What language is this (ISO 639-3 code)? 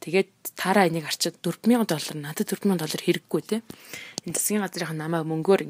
mon